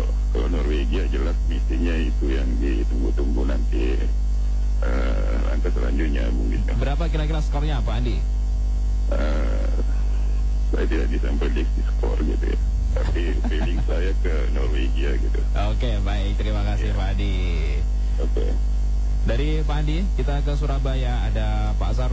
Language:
Indonesian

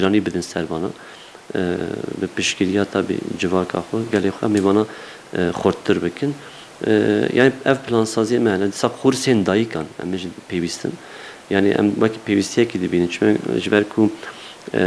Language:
Kurdish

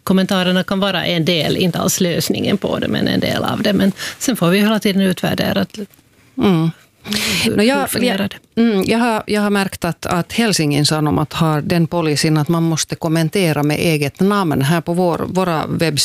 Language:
Swedish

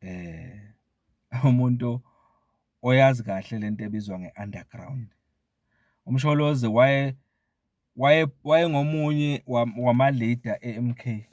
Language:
Zulu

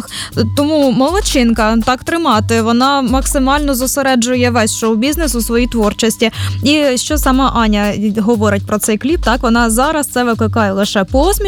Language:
Ukrainian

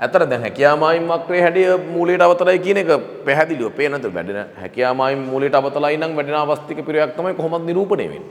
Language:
Sinhala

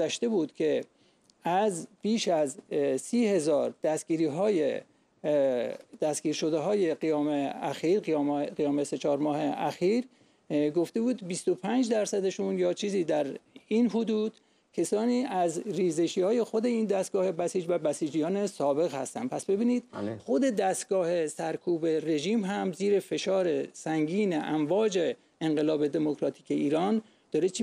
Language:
Persian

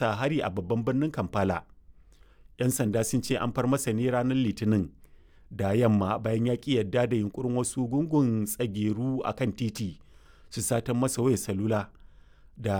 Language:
Hausa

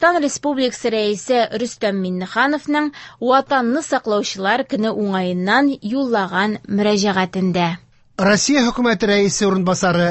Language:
Tatar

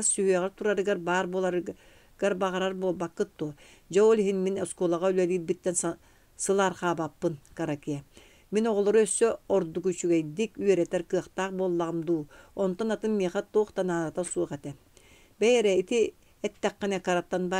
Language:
Yakut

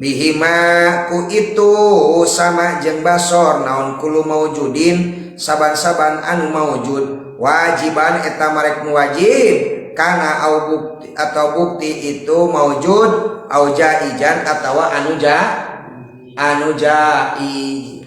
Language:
Sundanese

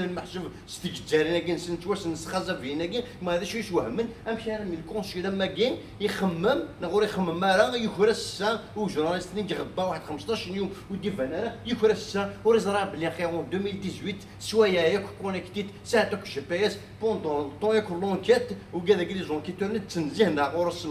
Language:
Kabyle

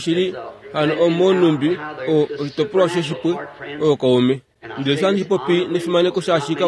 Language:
Kuanyama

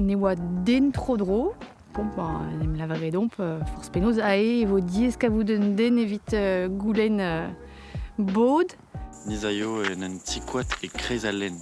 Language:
Breton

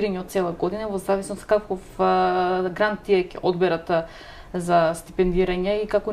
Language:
Macedonian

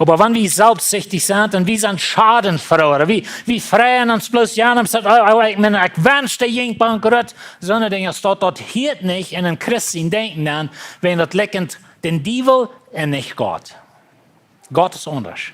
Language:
Plautdietsch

